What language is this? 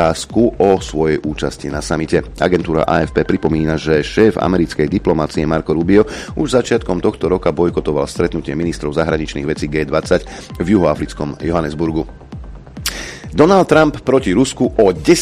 Slovak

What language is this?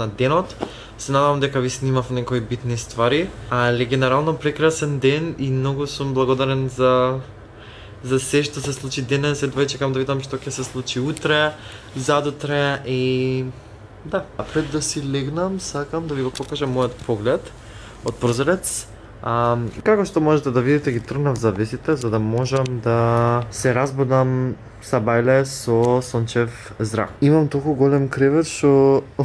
Macedonian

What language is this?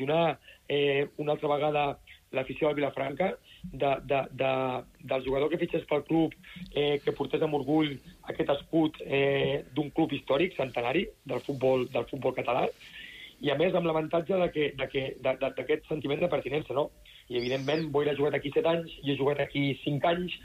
Catalan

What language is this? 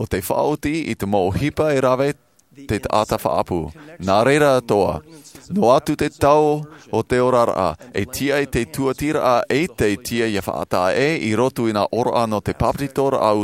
Tahitian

